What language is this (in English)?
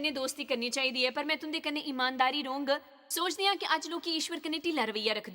Dogri